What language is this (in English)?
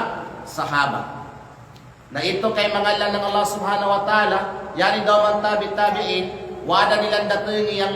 Kalagan